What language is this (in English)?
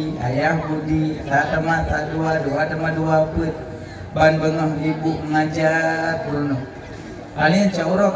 Achinese